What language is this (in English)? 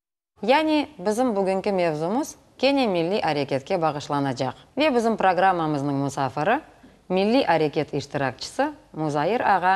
Crimean Tatar